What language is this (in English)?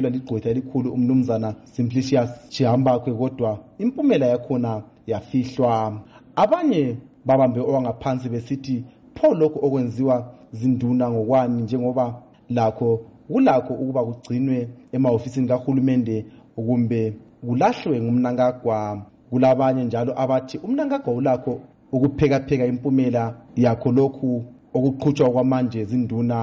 North Ndebele